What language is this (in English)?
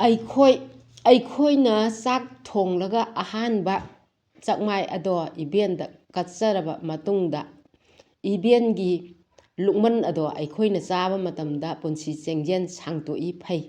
Manipuri